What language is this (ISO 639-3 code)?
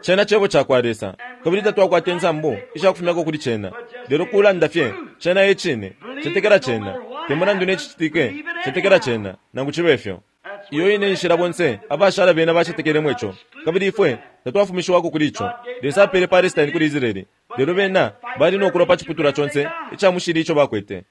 bem